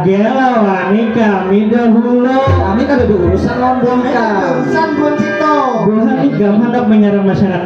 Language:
Banjar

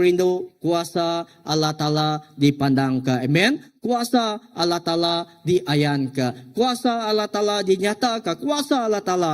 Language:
Iban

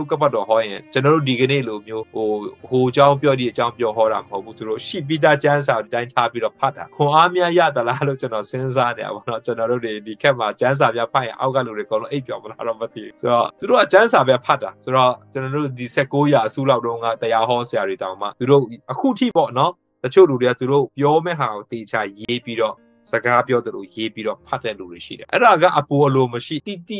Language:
Burmese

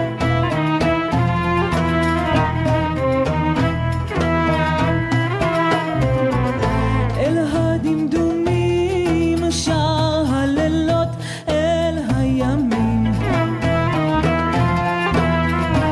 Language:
Hebrew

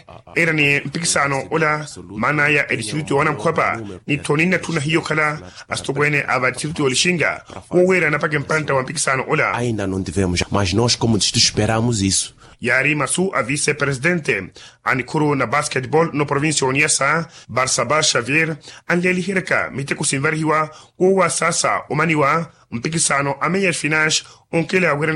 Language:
Makhuwa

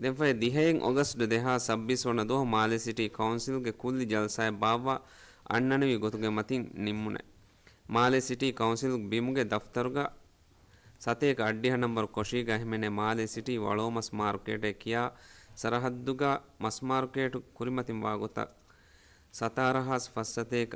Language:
Divehi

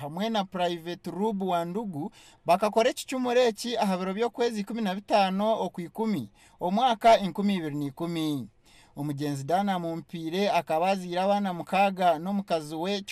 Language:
Nyankole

